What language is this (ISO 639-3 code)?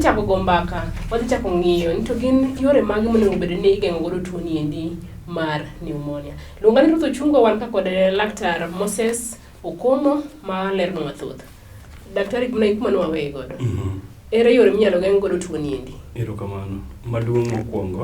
luo